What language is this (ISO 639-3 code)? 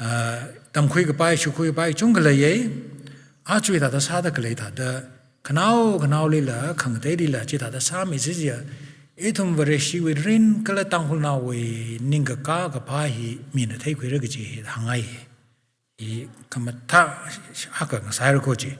nmf